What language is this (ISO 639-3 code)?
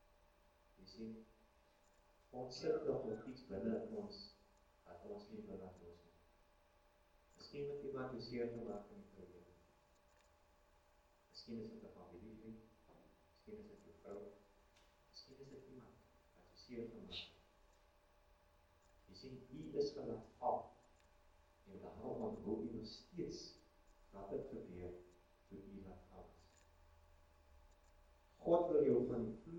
afr